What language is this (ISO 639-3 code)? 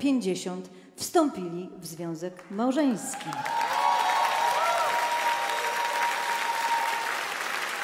pol